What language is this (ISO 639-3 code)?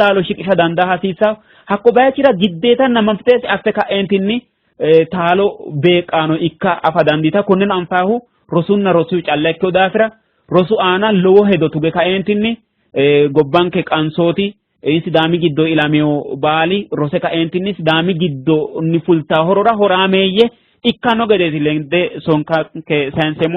sid